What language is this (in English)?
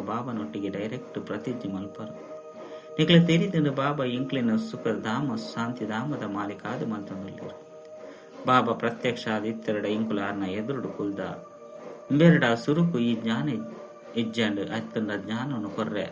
Tulu